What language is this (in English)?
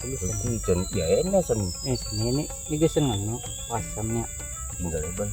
Banjar